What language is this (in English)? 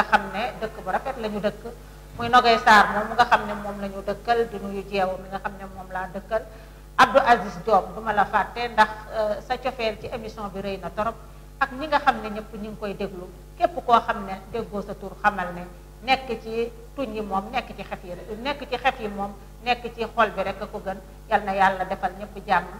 Wolof